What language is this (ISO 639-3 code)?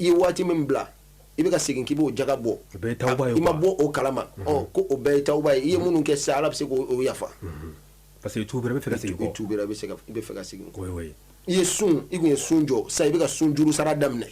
bam